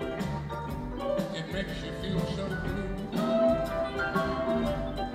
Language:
English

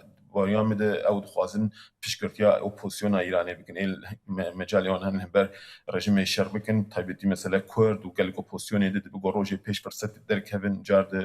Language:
Kurdish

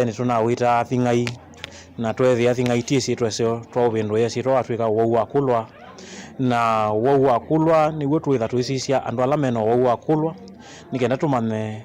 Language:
Kamba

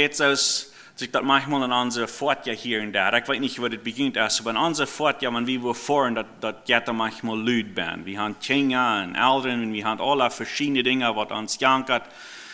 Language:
Plautdietsch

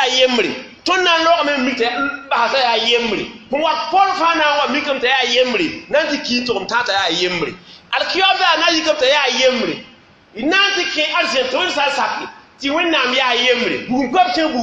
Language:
Mossi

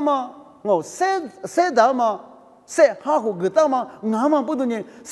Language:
Lisu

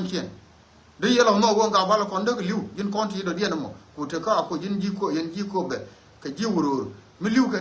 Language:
Nuer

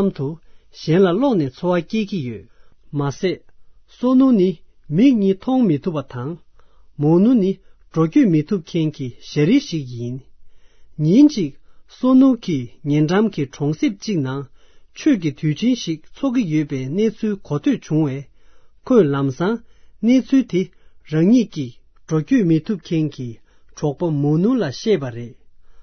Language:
Tibetan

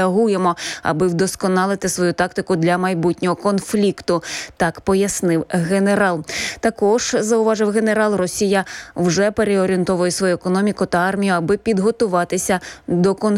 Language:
Ukrainian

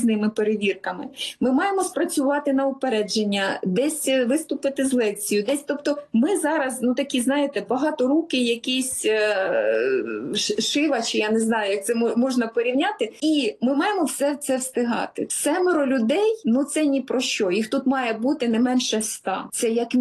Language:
Ukrainian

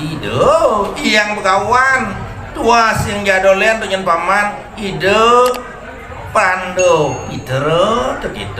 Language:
Balinese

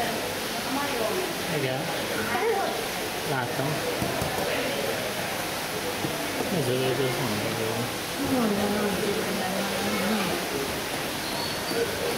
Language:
Hungarian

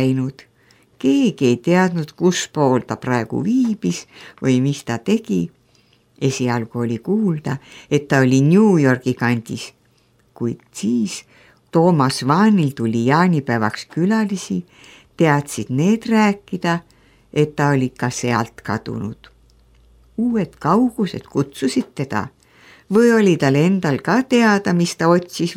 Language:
Estonian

